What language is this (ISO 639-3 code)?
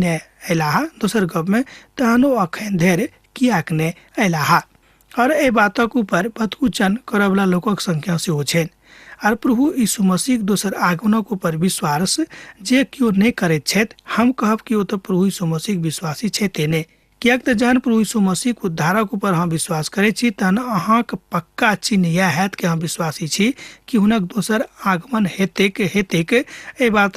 mai